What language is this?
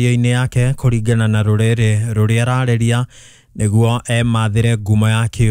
Kikuyu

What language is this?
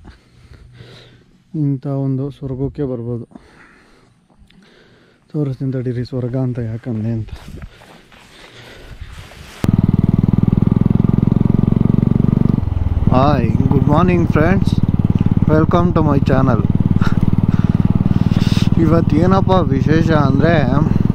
Kannada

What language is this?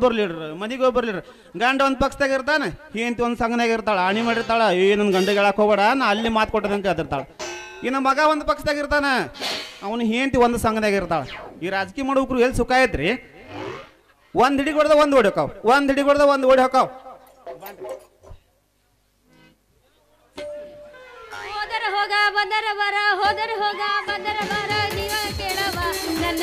Kannada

